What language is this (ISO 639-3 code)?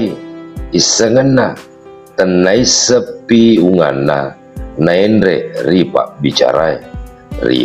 bug